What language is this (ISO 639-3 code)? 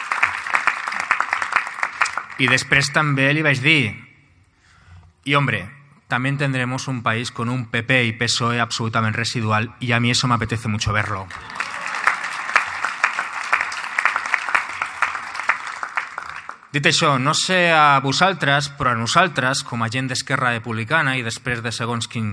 cat